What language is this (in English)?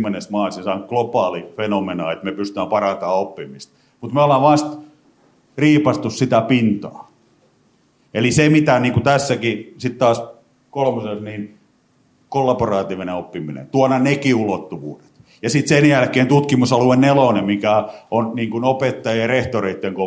Finnish